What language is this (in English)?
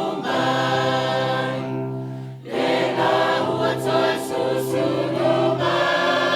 Samoan